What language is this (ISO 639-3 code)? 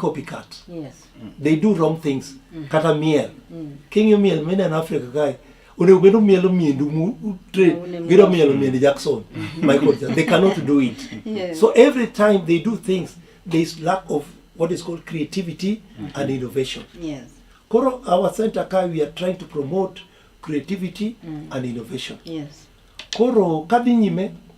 luo